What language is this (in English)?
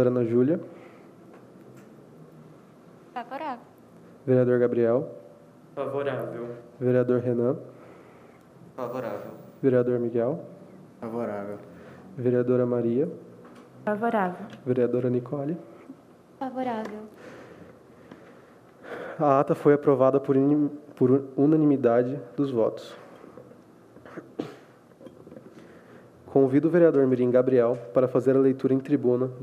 Portuguese